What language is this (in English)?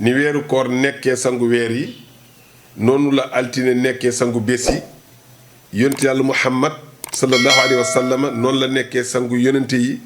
Wolof